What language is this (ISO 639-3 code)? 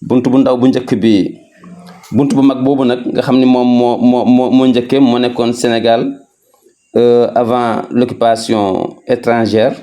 wol